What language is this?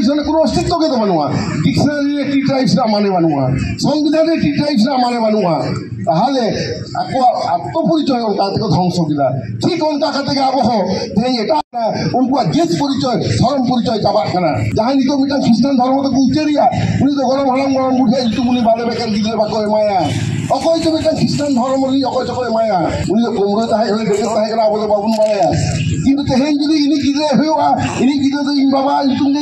Santali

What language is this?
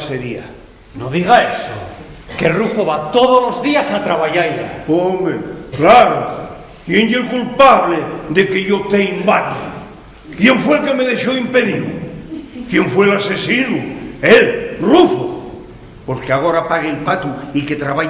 Asturian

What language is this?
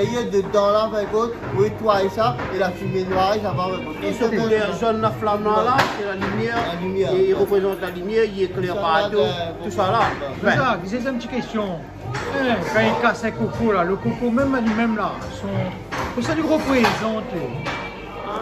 Réunion Creole French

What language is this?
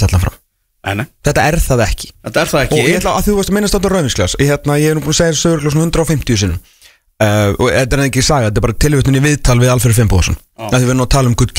Icelandic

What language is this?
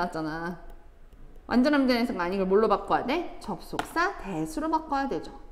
Korean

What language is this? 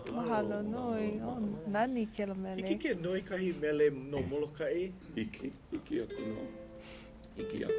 Hawaiian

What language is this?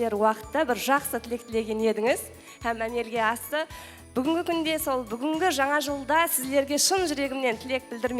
Kara-Kalpak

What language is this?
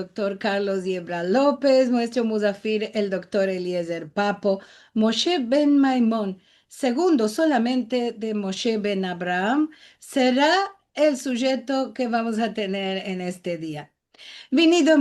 Ladino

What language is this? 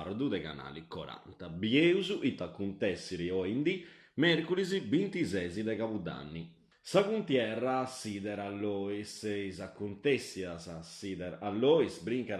Sardinian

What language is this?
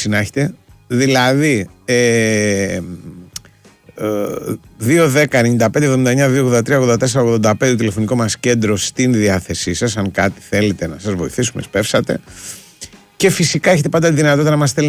Greek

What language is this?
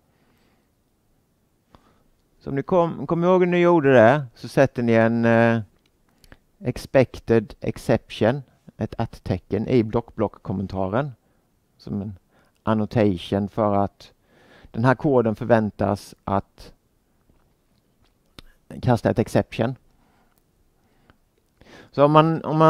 Swedish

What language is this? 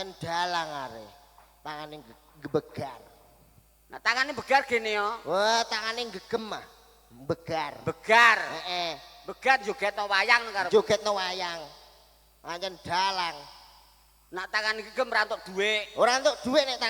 Javanese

